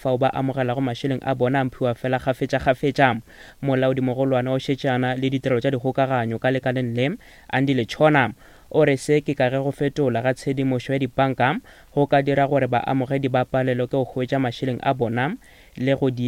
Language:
Northern Sotho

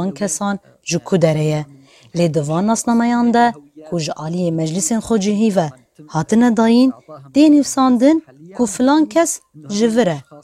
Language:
Kurdish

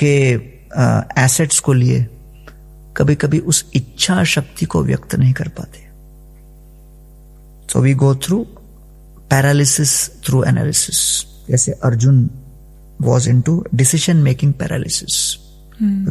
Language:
Hindi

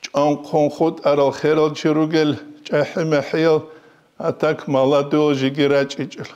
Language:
Avaric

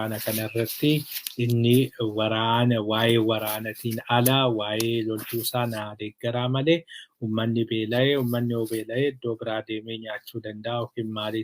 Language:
Oromo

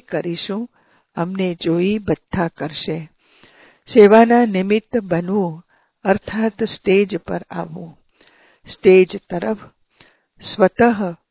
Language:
Gujarati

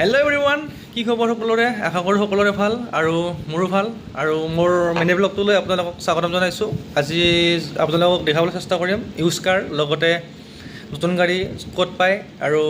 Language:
Assamese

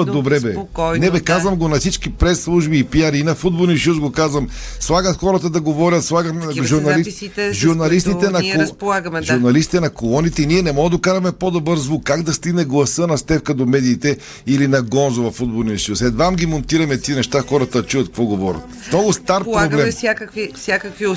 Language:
Bulgarian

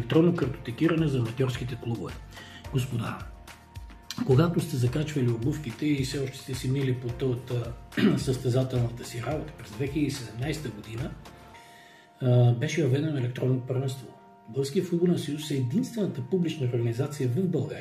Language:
Bulgarian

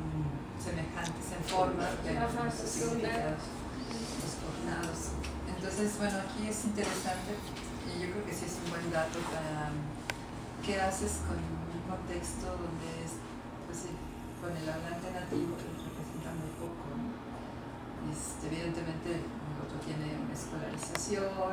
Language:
Spanish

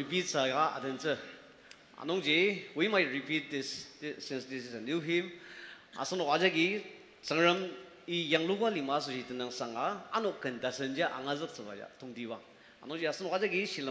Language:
Ao Naga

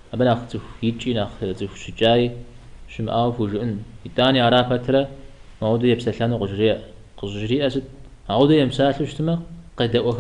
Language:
Kabardian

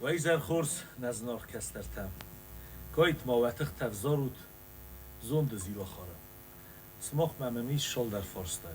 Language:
Ossetic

